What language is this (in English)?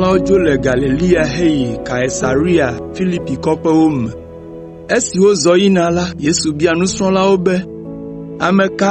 Ewe